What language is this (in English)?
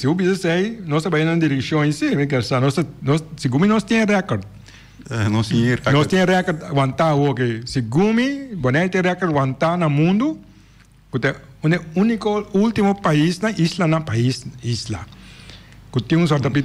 Papiamento